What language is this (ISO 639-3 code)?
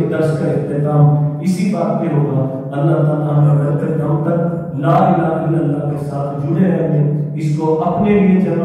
urd